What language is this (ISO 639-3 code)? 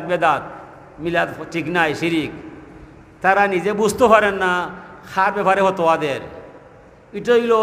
syl